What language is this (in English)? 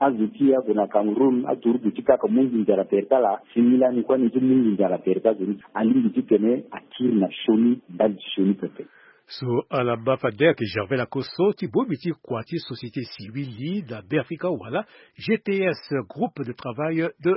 Sango